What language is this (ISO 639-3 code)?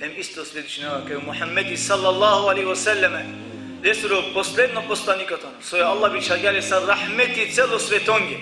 rmn